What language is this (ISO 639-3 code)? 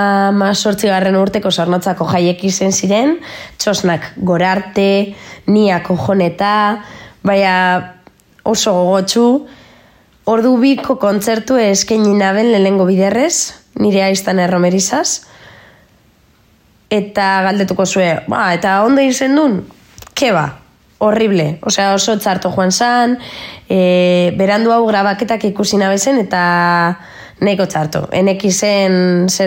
eus